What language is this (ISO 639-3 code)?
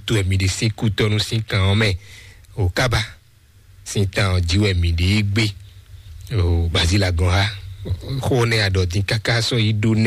fon